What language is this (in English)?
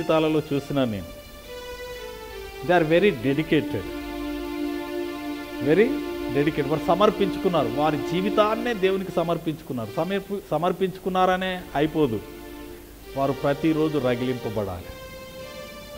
Telugu